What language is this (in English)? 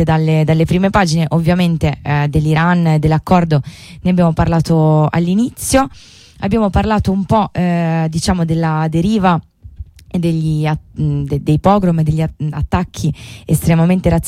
Italian